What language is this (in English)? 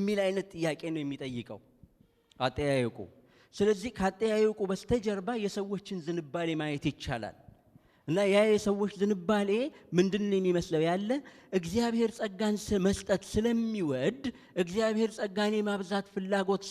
Amharic